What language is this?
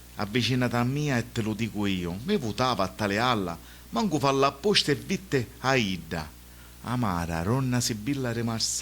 Sicilian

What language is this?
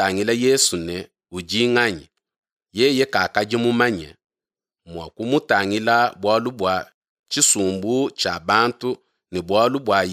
Luba-Lulua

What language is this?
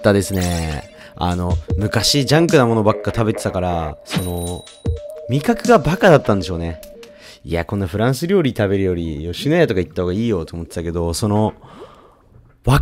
Japanese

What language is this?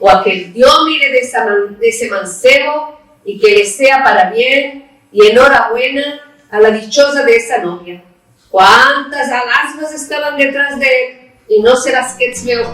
Ladino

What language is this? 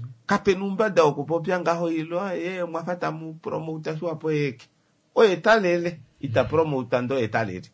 Kuanyama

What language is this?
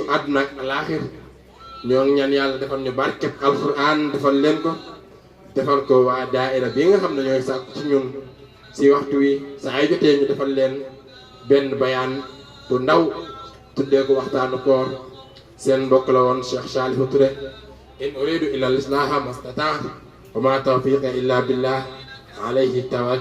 Wolof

